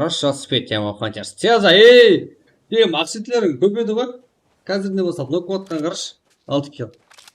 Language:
Kara-Kalpak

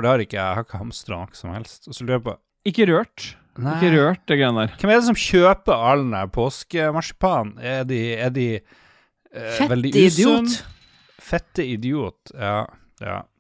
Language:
Norwegian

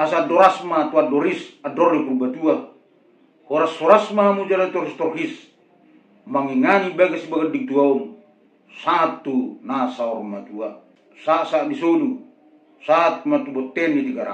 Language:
Batak Toba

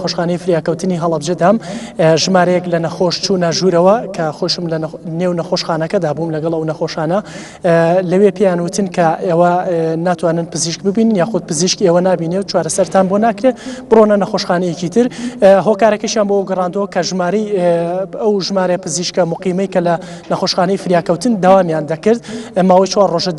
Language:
Central Kurdish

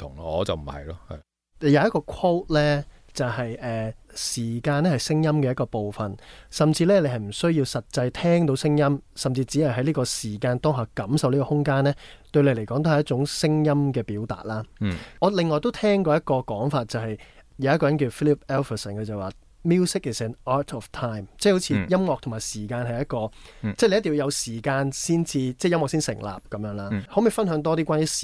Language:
Cantonese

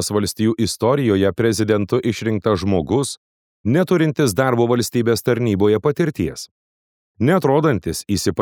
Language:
Lithuanian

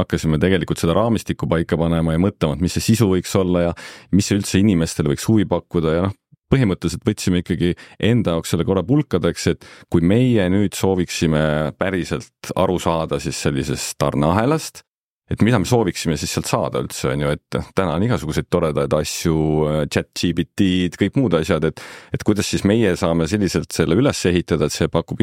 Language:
Estonian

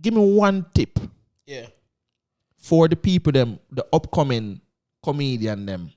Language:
Jamaican Creole English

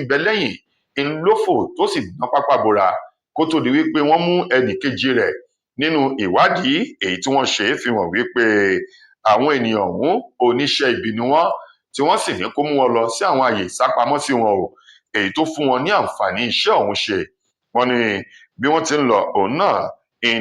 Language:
Yoruba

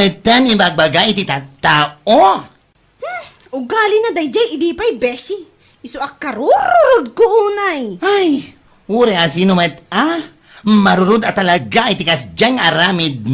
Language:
Iloko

